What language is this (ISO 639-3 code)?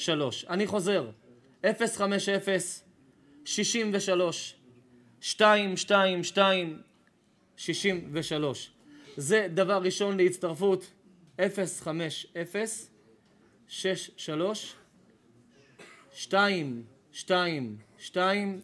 heb